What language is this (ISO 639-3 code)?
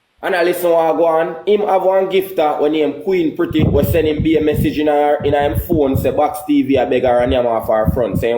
jam